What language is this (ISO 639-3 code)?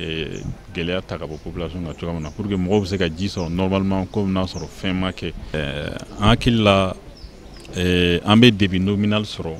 bam